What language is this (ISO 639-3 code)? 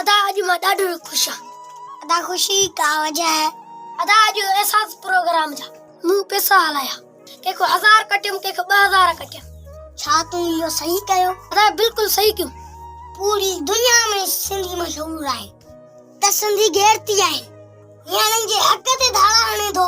snd